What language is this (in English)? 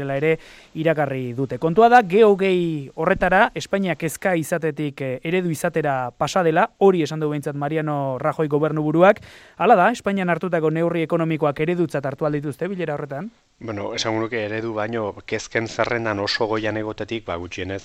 Basque